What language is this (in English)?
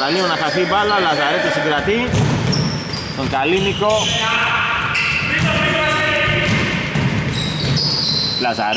Greek